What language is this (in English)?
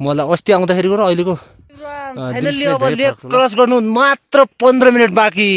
Nepali